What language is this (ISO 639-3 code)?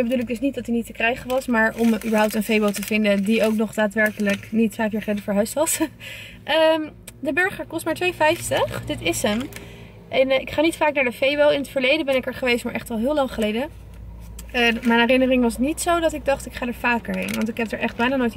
nld